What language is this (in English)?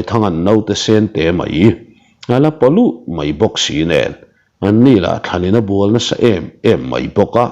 Mizo